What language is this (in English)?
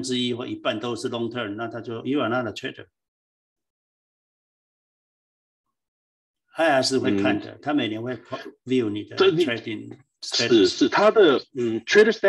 Chinese